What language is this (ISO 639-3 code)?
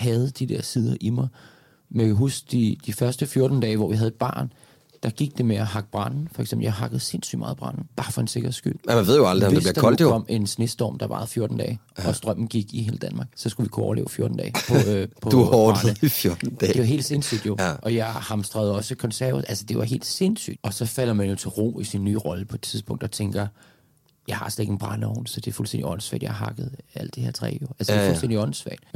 dan